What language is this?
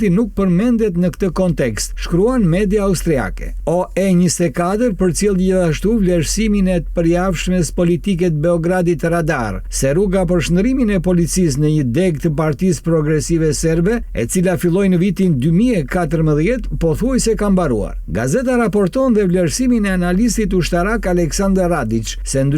Albanian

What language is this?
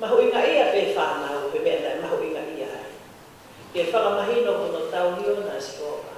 Tongan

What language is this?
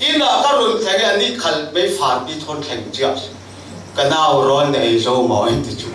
Falam Chin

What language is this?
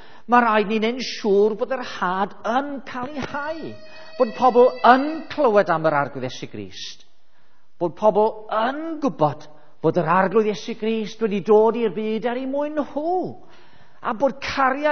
Welsh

